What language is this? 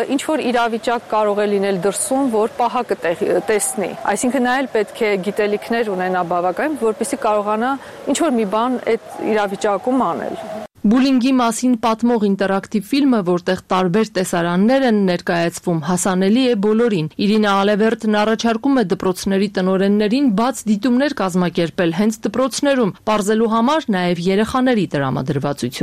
Armenian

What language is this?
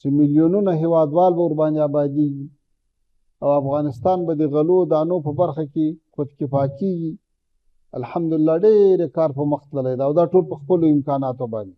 Pashto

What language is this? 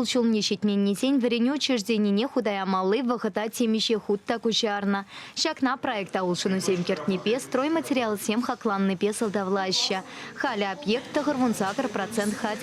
Chuvash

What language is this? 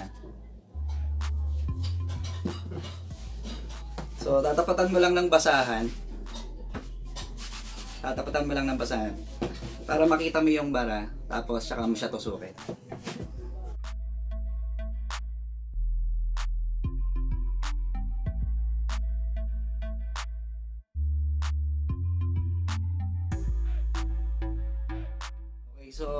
Filipino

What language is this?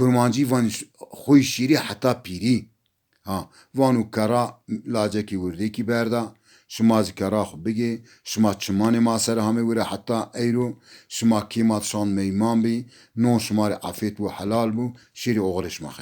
Zaza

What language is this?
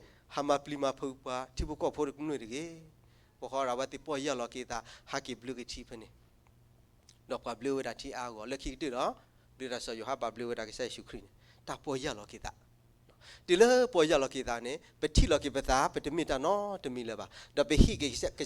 S'gaw Karen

